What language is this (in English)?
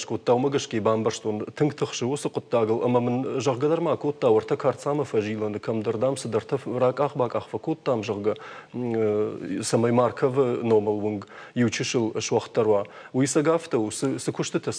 Ossetic